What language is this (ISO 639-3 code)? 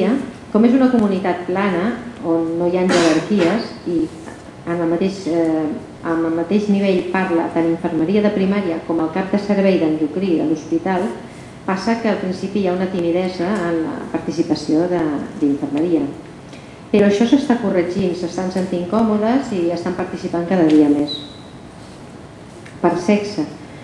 cat